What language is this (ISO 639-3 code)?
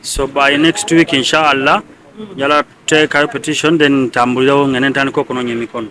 lug